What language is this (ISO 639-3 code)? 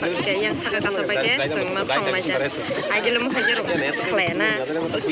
trp